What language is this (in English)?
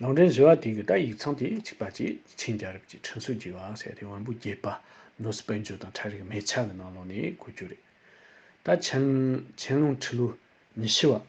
Tibetan